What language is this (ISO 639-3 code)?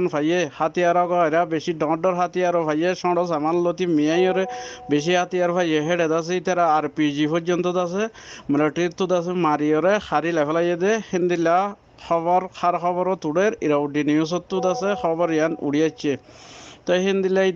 rhg